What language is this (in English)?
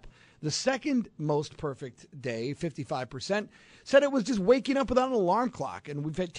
English